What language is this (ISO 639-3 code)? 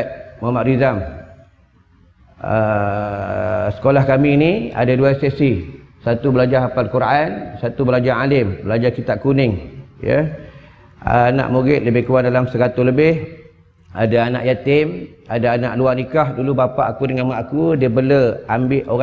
msa